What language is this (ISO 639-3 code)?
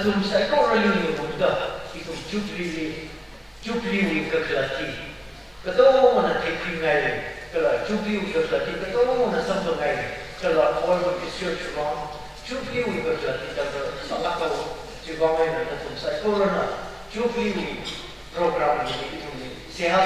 nmf